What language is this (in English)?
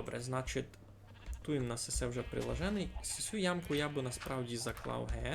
Rusyn